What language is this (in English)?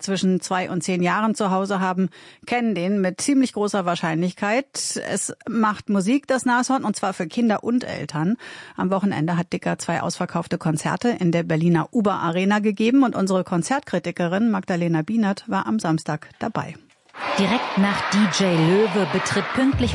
German